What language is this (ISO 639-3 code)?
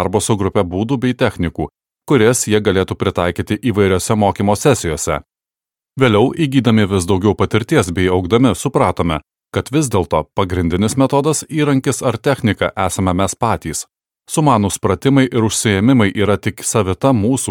lit